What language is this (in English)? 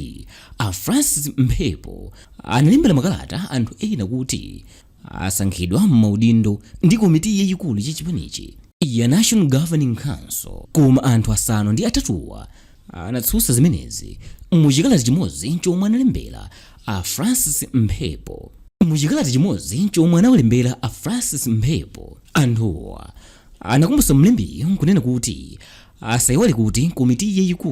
Nyanja